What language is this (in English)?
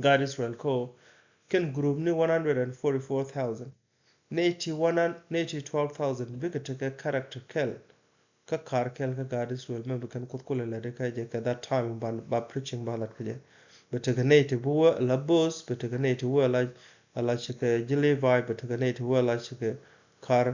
Nuer